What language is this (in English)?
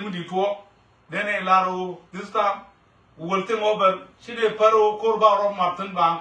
Nuer